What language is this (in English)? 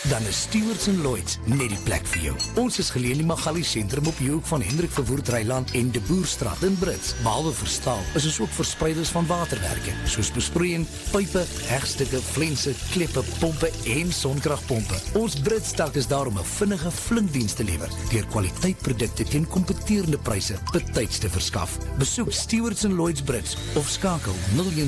Afrikaans